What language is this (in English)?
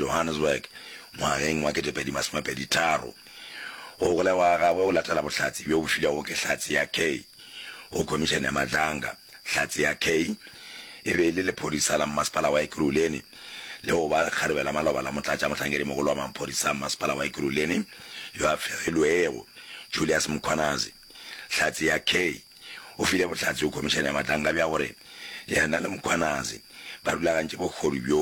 Northern Sotho